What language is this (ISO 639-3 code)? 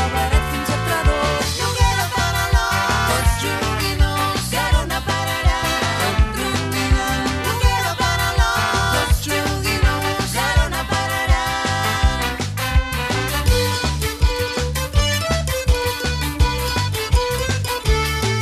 cat